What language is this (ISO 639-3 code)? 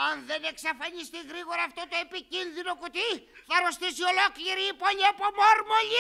ell